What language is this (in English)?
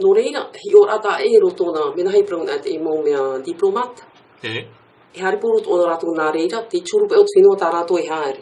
Tahitian